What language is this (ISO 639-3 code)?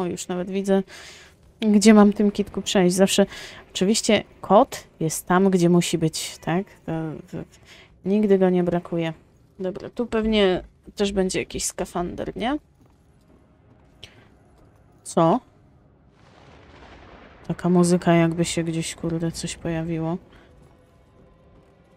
pol